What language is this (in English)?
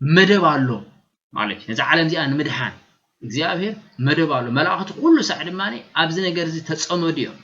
Tigrinya